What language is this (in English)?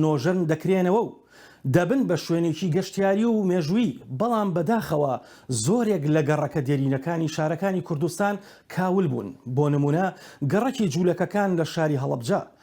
Central Kurdish